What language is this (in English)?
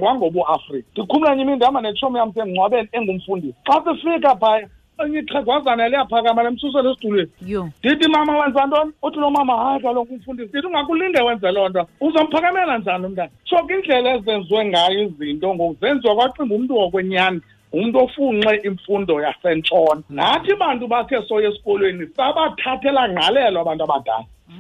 Xhosa